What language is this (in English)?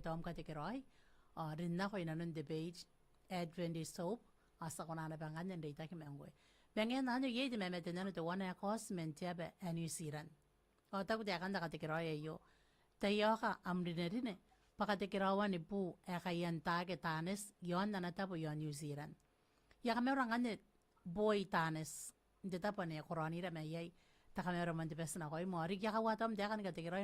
Gilbertese